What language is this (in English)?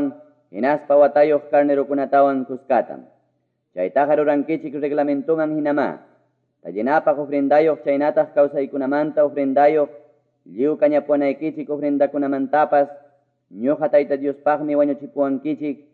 Quechua